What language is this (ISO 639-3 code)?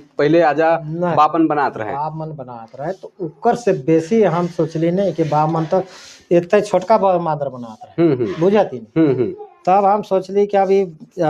sck